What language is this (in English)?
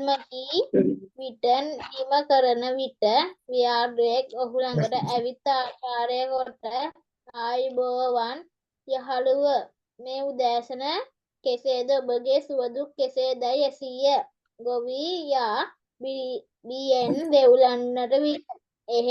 Sinhala